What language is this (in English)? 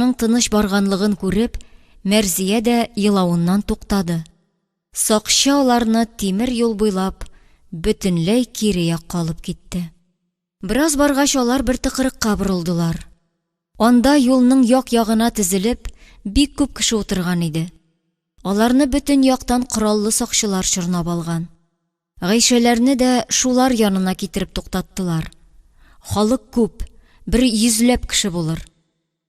Tatar